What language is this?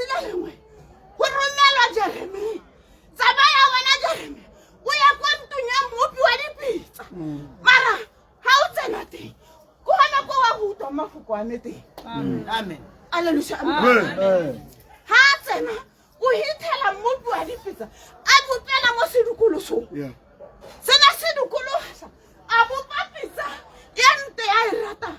Tswana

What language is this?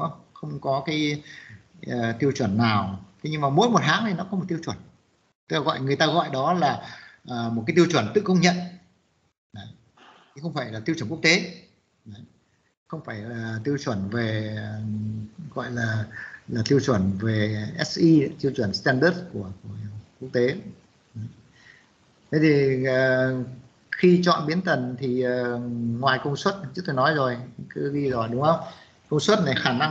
Vietnamese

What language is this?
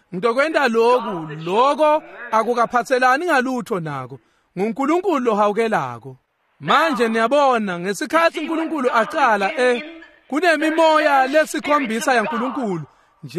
Swati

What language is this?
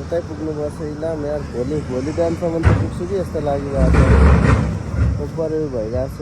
Nepali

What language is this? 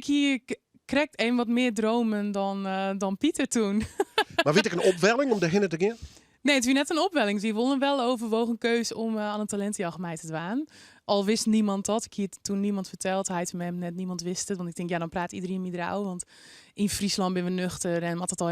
Western Frisian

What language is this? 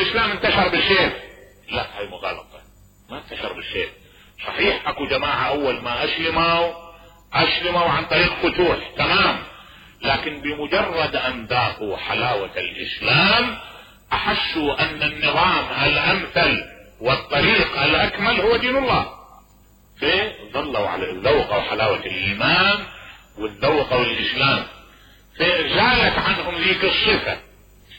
Mesopotamian Arabic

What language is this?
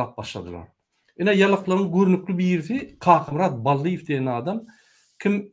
Turkmen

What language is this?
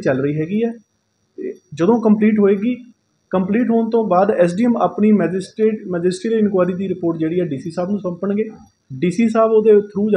Punjabi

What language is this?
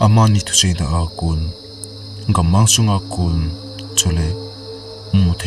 Thado Chin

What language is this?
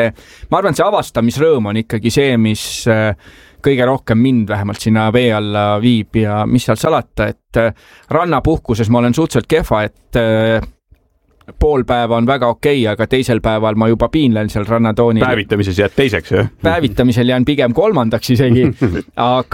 Estonian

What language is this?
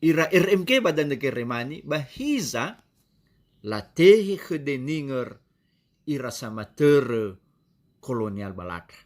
Nias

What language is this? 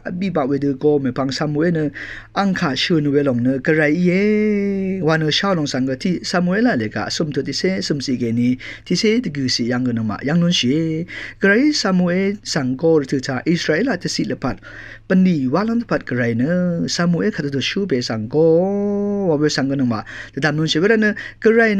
Rawang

